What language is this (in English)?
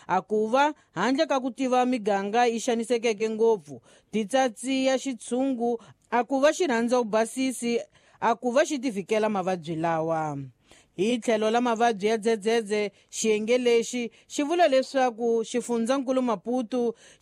Tsonga